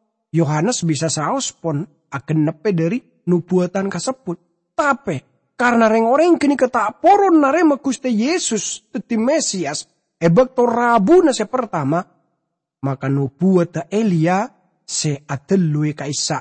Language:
Madurese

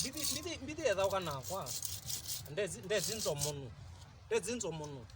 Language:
Kamba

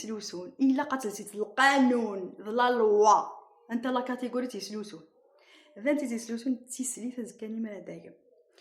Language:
Kabyle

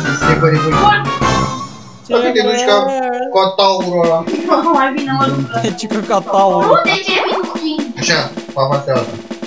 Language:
Romanian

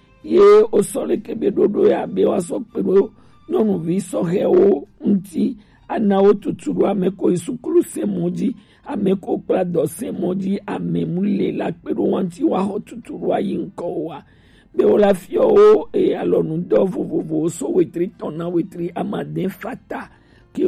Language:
Gen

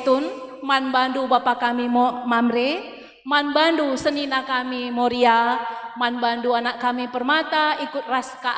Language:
Batak Karo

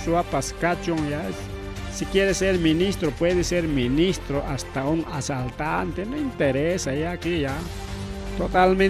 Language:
Ayacucho Quechua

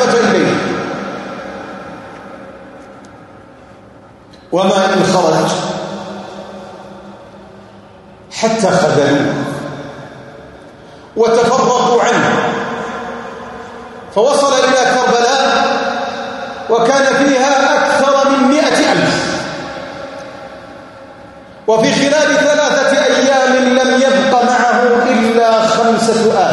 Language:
Arabic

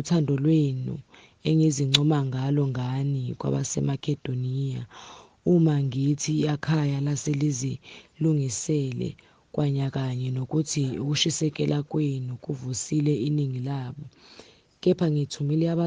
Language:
Zulu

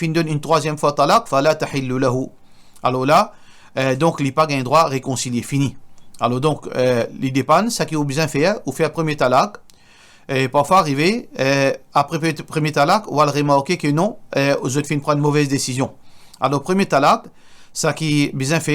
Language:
Morisyen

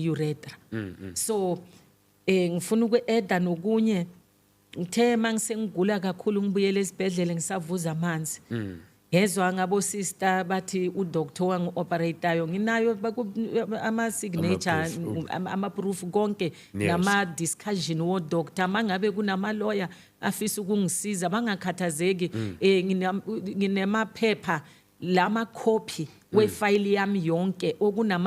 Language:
Zulu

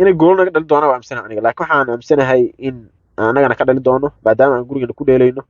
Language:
Somali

